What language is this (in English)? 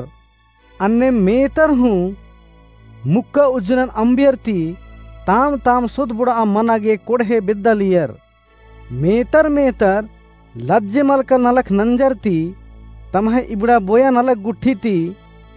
Kurukh